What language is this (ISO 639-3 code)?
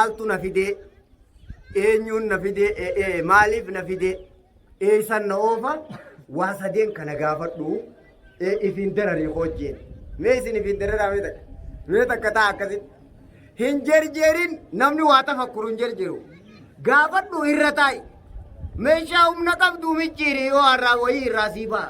orm